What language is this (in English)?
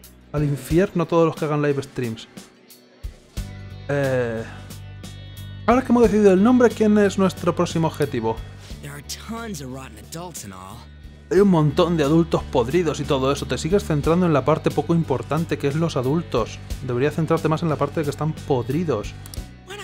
Spanish